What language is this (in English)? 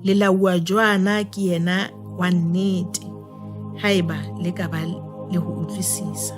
Southern Sotho